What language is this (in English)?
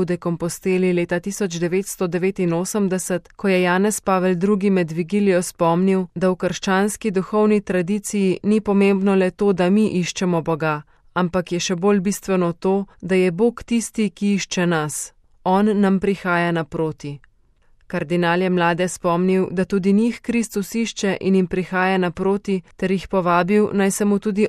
Slovenian